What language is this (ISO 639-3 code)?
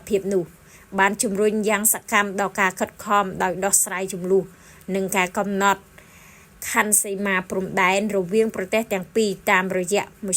khm